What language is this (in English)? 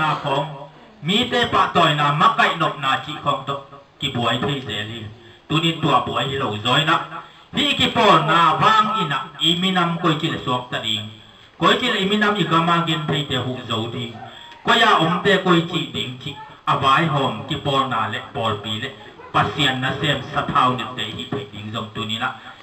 Tedim Chin